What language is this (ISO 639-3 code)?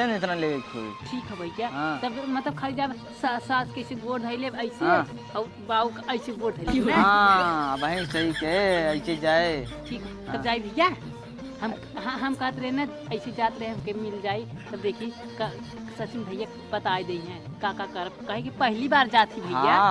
awa